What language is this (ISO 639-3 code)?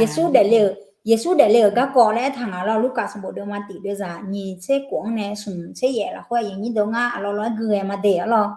ahk